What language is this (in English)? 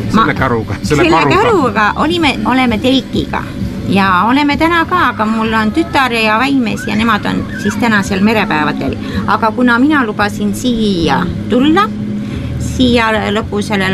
Estonian